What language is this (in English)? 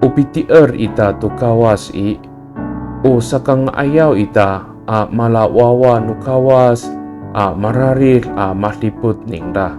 Amis